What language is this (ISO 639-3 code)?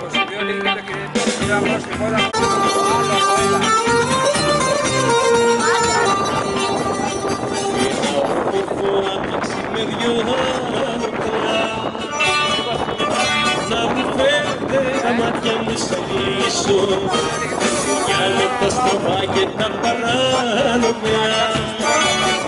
ell